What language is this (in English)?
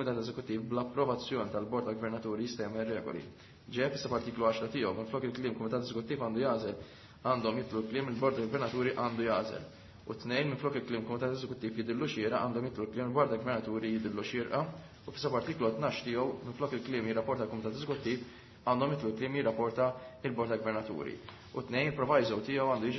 Maltese